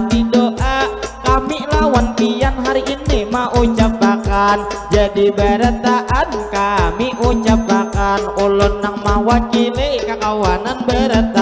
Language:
Banjar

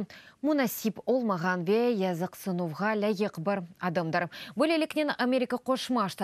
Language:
Crimean Tatar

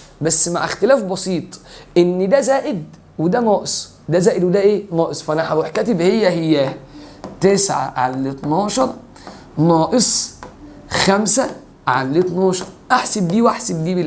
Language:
Egyptian Arabic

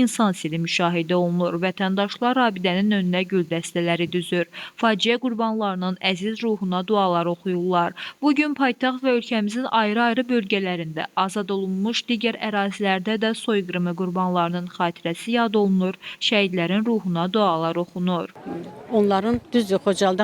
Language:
Azerbaijani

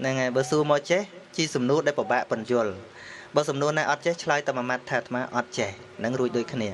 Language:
Khmer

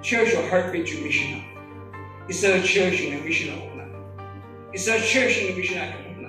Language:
Yimchungru Naga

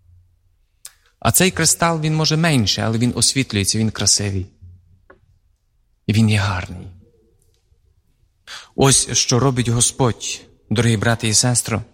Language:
Ukrainian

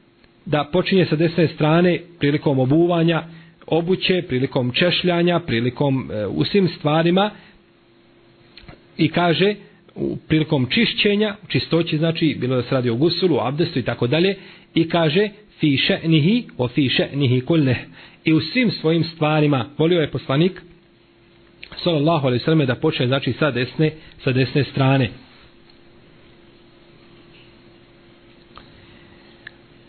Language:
Bosnian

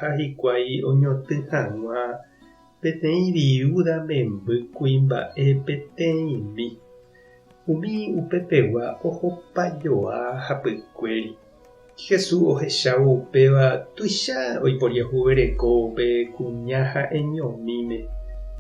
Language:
Guarani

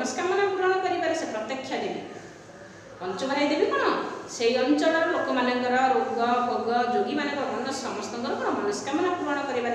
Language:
Odia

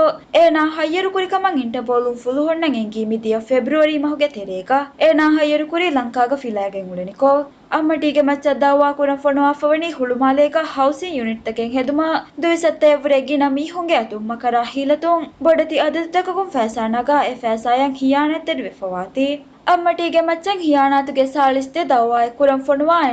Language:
Divehi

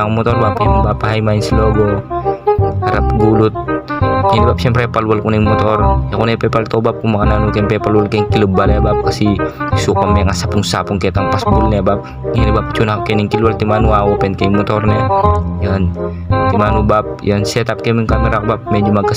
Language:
Pampanga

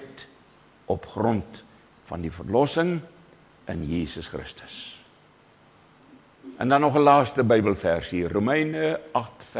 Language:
Afrikaans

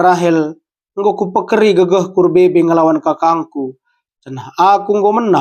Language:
Batak Karo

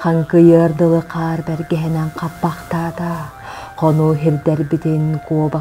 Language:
Yakut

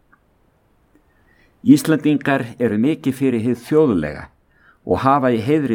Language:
Icelandic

